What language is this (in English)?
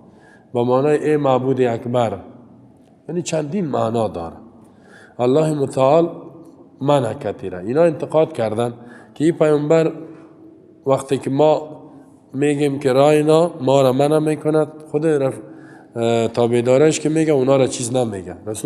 Persian